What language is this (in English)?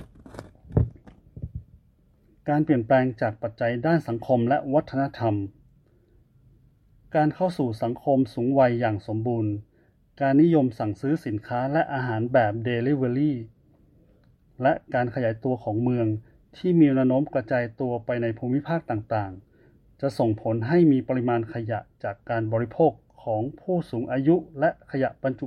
Thai